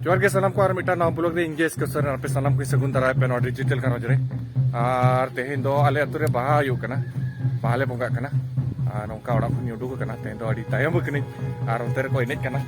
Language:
Santali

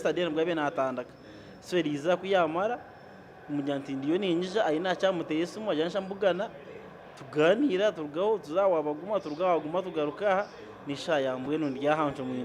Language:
Nyankole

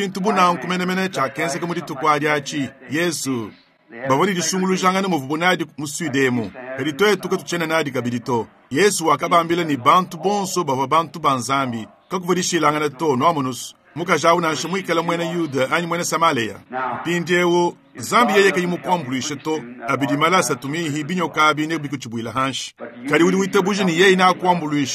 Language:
Luba-Lulua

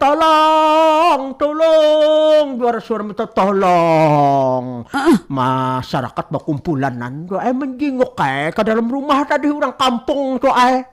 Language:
Banjar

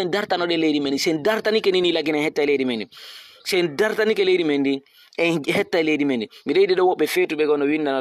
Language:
Fula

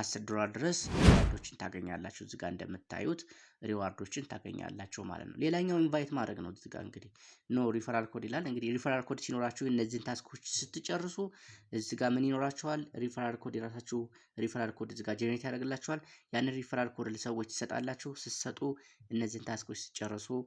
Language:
Amharic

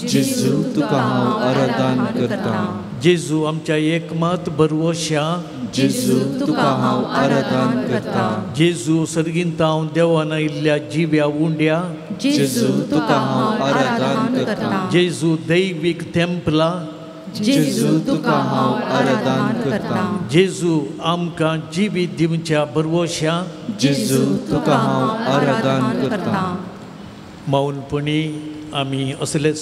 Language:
Konkani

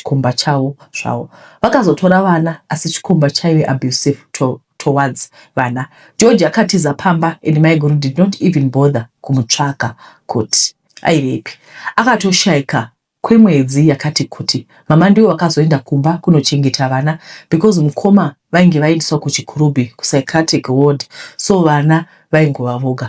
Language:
Shona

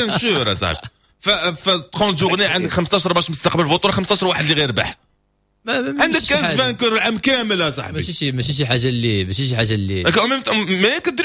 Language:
Moroccan Arabic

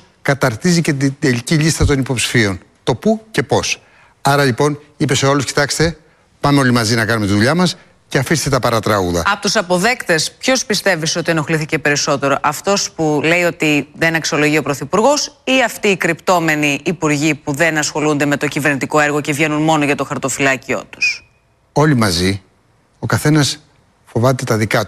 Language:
Greek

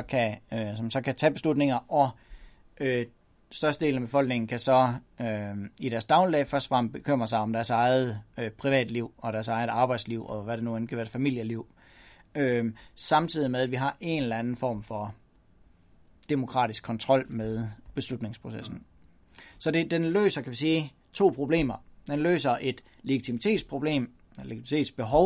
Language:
Danish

